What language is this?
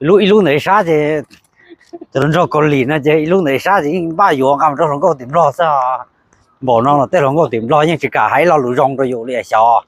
Hmong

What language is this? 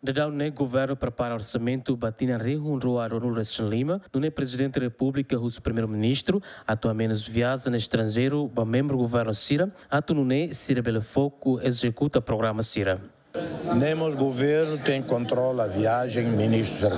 Tetum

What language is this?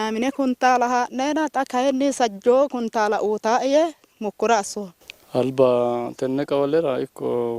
Sidamo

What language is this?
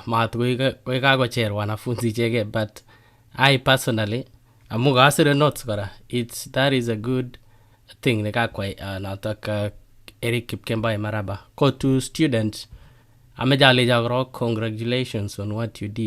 Kalenjin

